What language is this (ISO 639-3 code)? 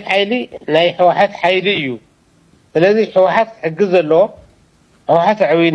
tir